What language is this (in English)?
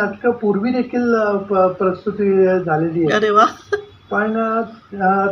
Marathi